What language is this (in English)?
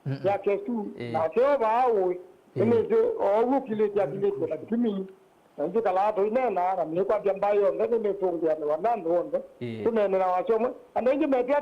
Kamba